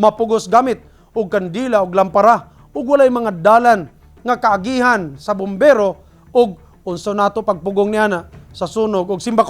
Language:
Cebuano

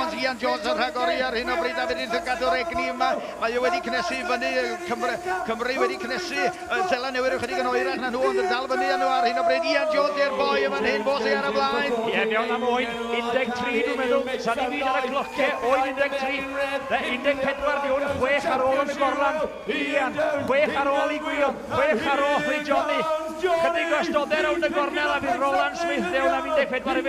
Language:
Welsh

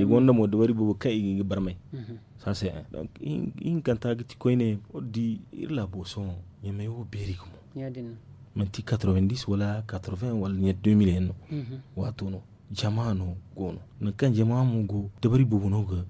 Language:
Zarma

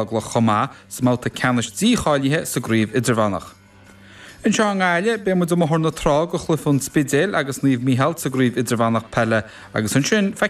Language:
Irish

